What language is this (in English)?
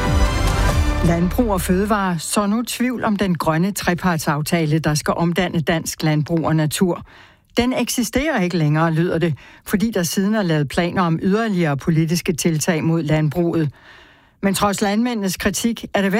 Danish